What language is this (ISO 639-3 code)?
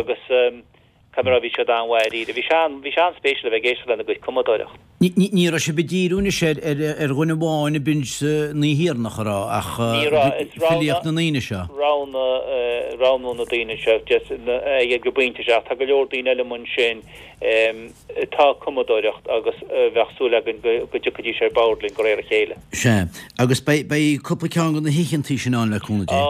gle